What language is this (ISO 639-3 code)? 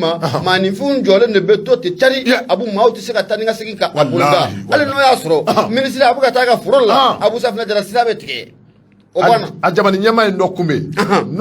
bam